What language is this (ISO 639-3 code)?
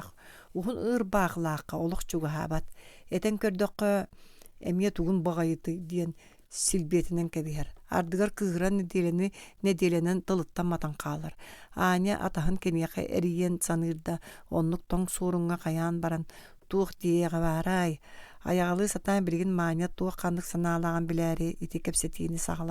sah